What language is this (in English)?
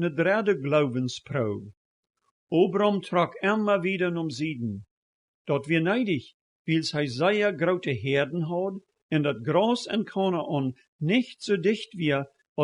Plautdietsch